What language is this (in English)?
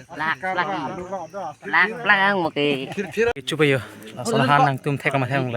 Karbi